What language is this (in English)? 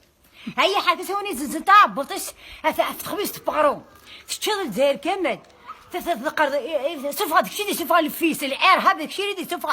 Kabyle